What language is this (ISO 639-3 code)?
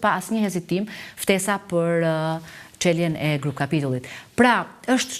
sqi